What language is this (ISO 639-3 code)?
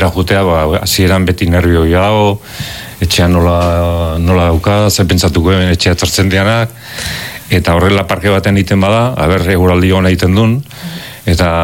eus